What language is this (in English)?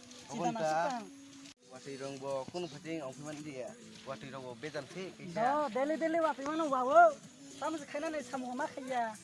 Kok Borok